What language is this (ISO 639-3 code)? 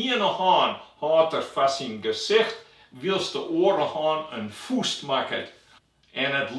fry